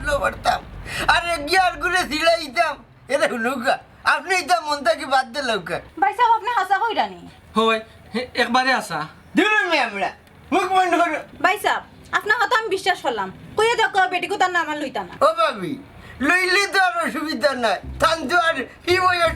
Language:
Sylheti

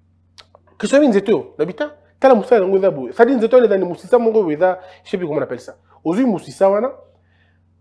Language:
French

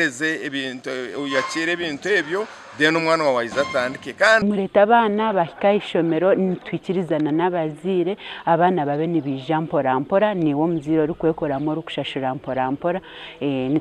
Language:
Nyankole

